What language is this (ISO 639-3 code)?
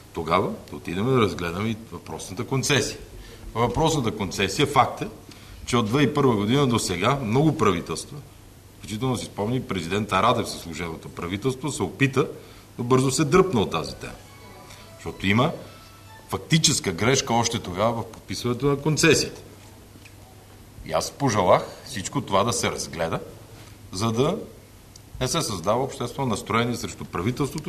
bul